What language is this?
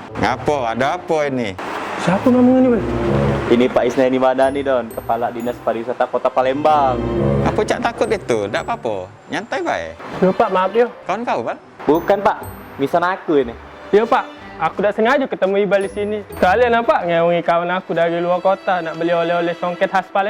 Musi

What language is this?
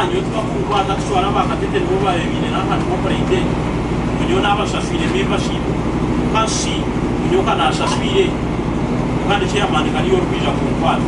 Nyankole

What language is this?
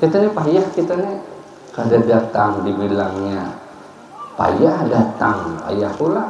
Banjar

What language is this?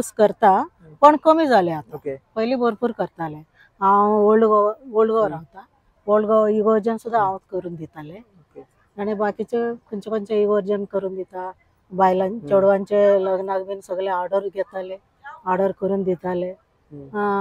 Konkani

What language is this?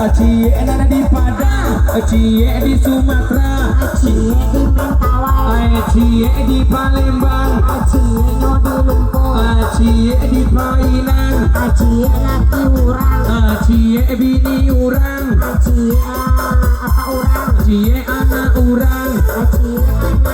Minangkabau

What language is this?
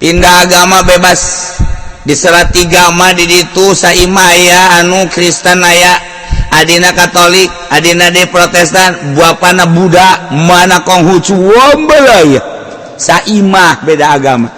Sundanese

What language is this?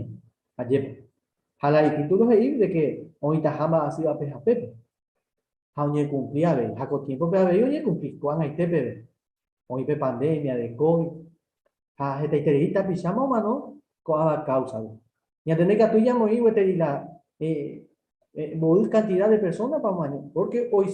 Guarani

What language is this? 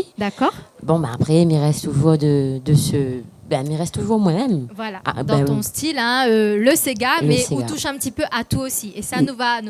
Réunion Creole French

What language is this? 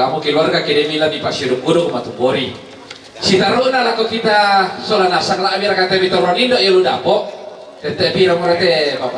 Toraja-Sa'dan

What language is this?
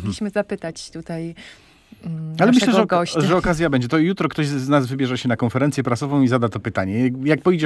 Polish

